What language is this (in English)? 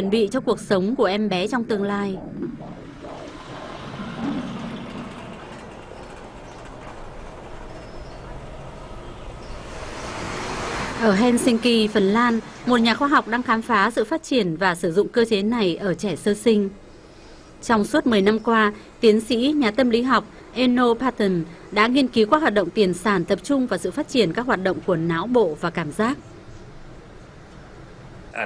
Vietnamese